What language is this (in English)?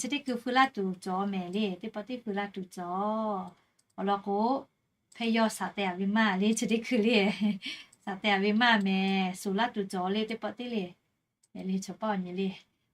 Lahu